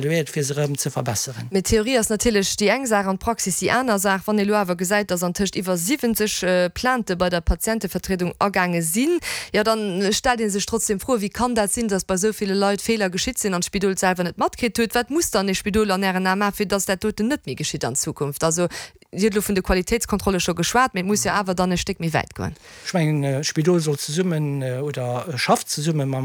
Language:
Luxembourgish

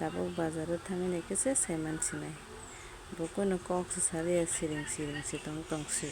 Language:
Kok Borok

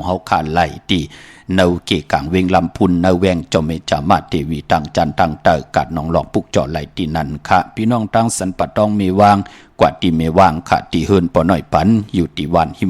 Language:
Shan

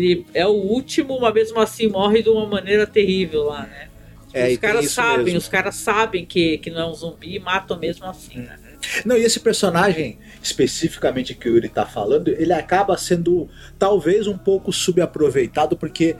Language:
Portuguese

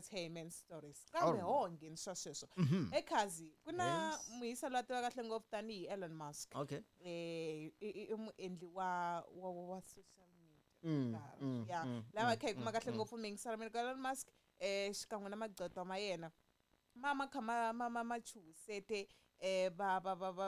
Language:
Tsonga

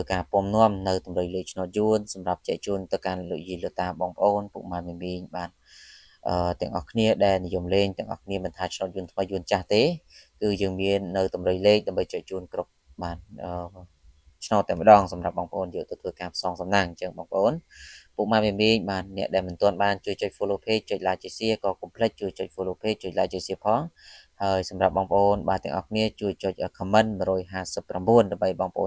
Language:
Khmer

